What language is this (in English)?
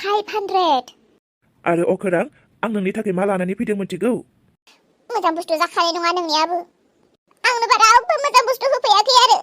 Bodo